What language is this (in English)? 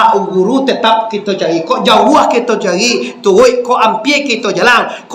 Minangkabau